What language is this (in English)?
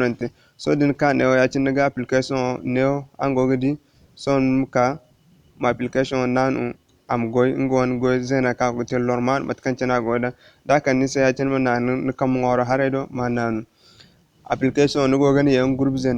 Zarma